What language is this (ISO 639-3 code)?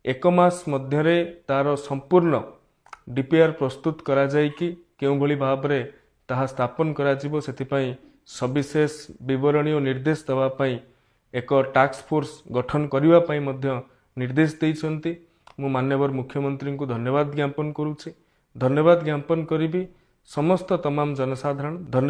ori